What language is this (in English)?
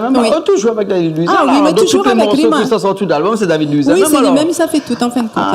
Réunion Creole French